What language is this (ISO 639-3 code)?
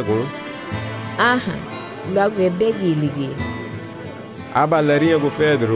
cab